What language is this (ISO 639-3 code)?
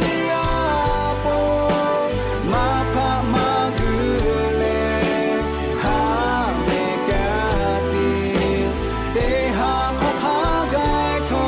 lhu